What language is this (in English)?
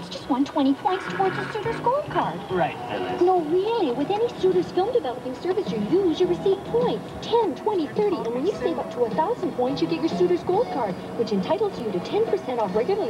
English